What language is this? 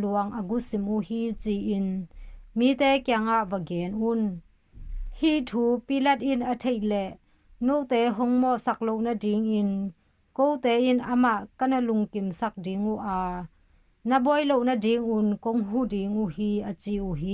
Tedim Chin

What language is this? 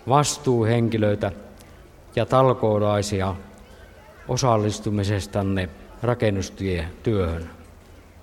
Finnish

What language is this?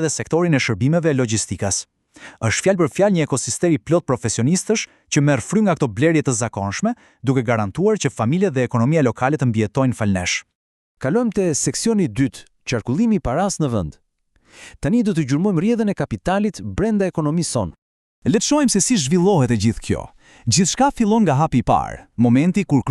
Albanian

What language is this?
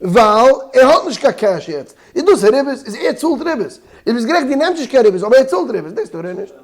Yiddish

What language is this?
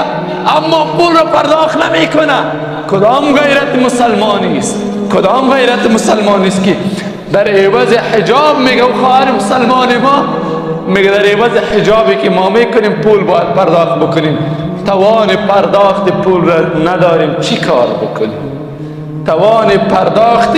Persian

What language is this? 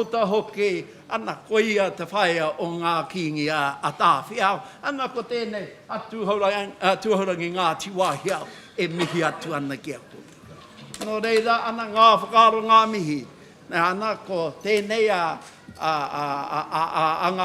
Māori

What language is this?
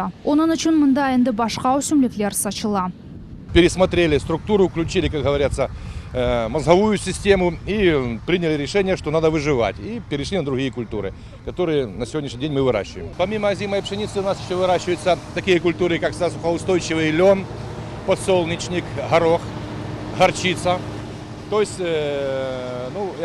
Crimean Tatar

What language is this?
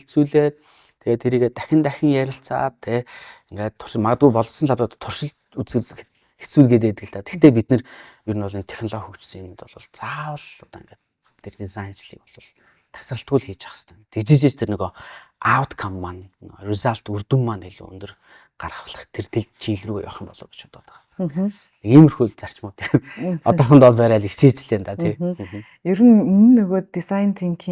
Mongolian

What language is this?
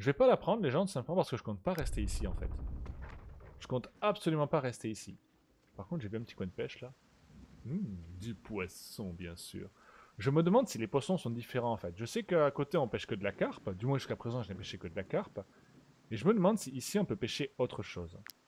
French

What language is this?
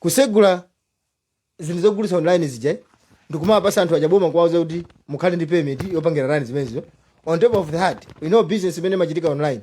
Nyanja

